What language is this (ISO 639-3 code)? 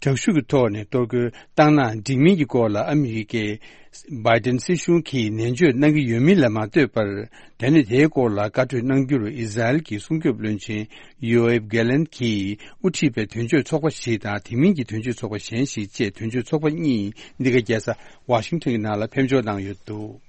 bod